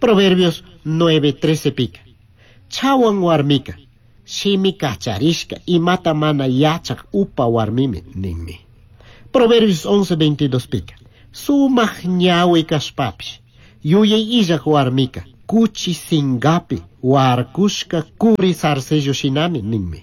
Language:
Chimborazo Highland Quichua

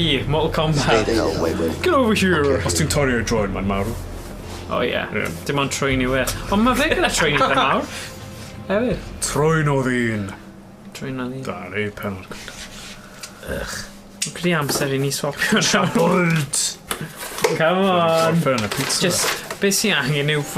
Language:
Welsh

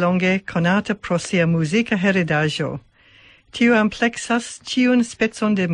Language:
Esperanto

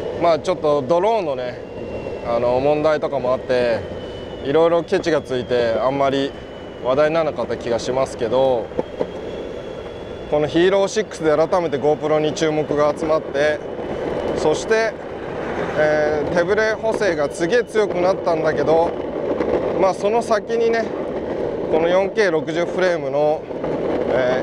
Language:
Japanese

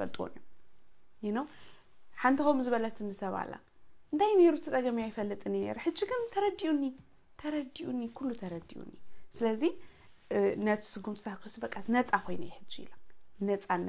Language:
Tigrinya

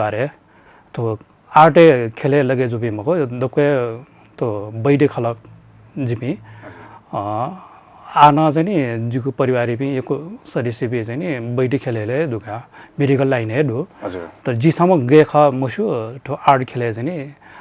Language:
Newari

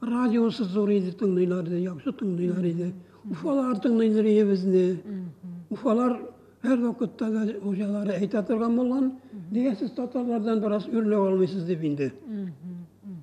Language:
Tatar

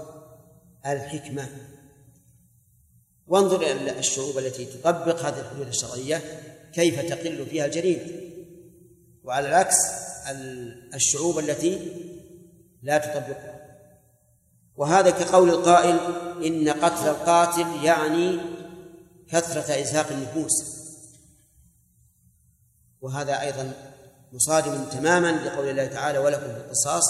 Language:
Arabic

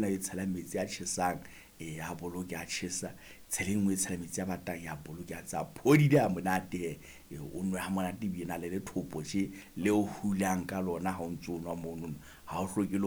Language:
Southern Sotho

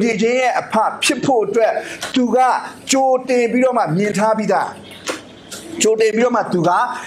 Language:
Burmese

